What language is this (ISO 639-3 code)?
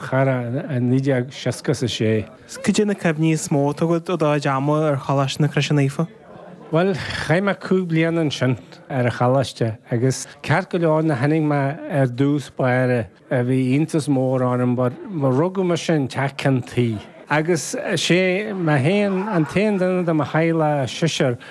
gle